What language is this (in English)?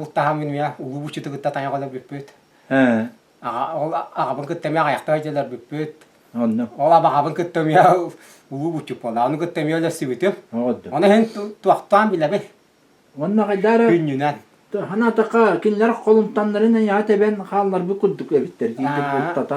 Yakut